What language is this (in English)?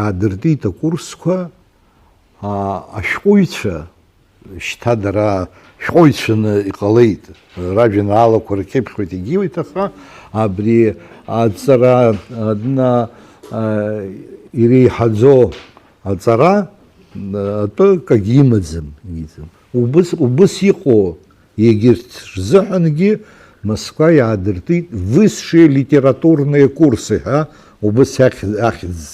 Abkhazian